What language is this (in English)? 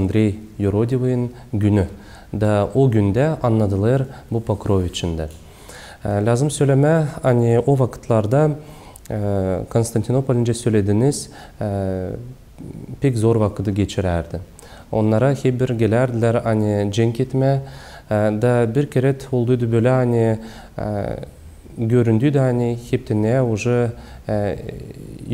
Gagauz